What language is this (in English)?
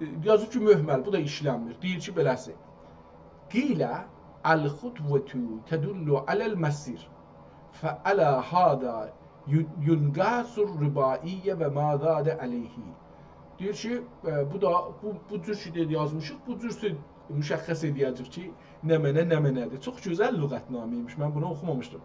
South Azerbaijani